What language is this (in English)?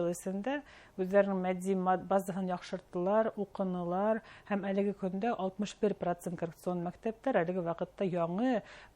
Bashkir